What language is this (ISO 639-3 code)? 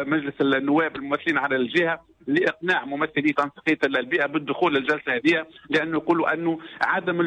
aeb